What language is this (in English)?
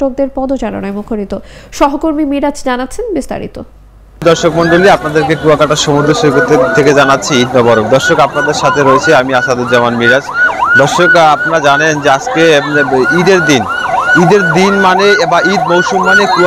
Bangla